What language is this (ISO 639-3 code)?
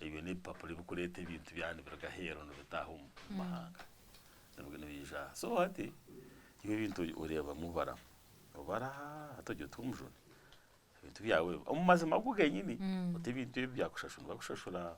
nyn